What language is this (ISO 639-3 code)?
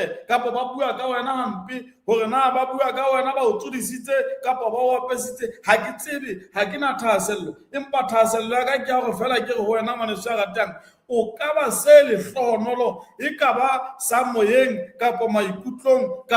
sot